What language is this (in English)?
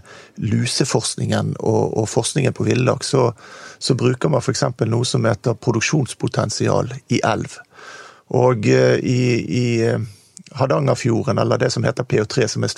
Norwegian